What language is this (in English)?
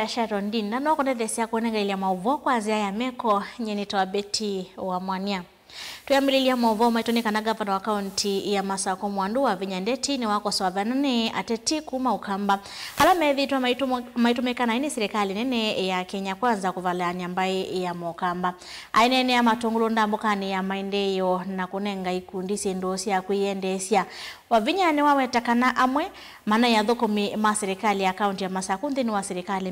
Kamba